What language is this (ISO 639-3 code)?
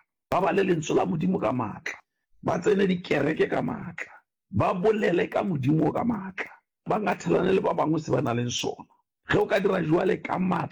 nso